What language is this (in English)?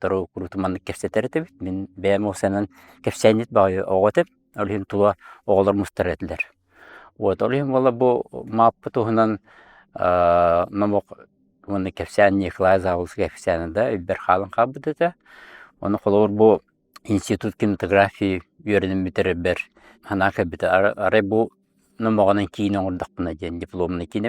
Yakut